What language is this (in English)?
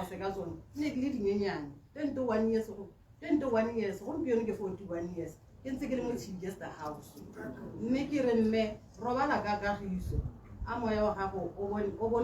Tswana